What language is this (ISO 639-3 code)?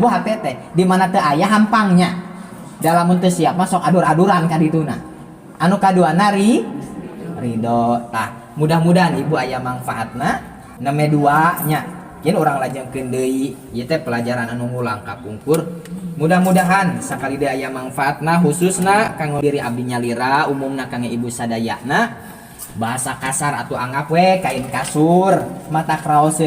sun